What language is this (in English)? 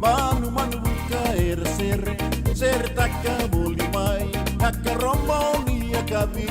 Fijian